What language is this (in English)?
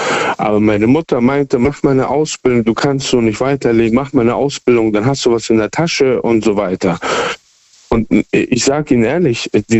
German